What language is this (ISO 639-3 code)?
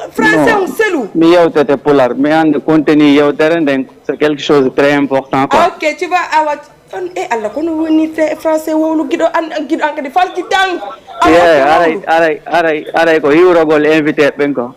ful